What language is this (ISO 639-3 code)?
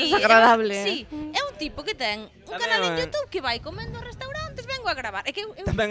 glg